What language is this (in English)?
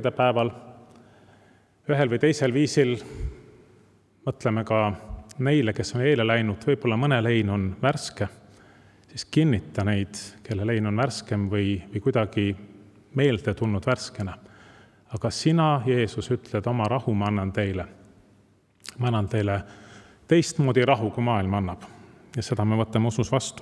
Estonian